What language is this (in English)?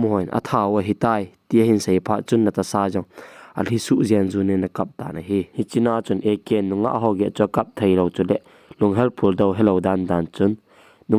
Thado Chin